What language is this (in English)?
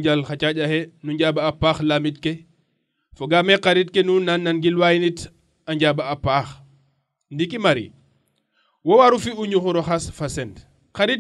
Serer